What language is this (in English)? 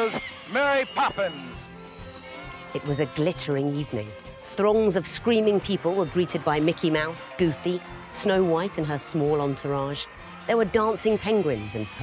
English